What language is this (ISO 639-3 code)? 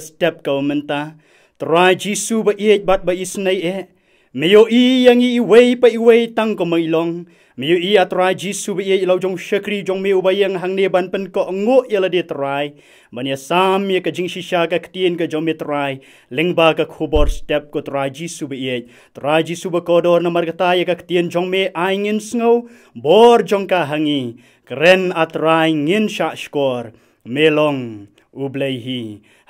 kha